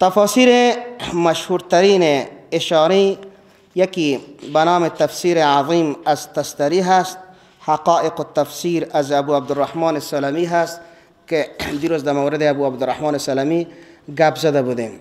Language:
Persian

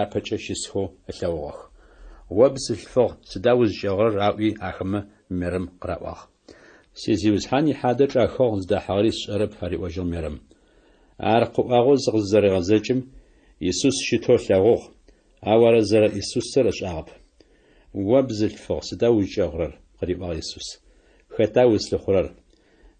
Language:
Adyghe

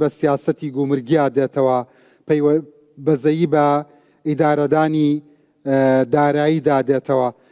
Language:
Central Kurdish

